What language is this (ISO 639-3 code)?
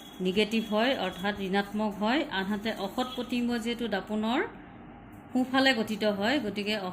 asm